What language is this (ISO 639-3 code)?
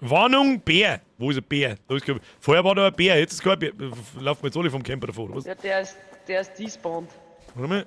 bar